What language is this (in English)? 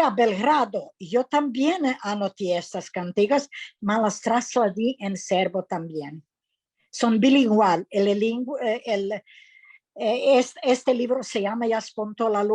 Ladino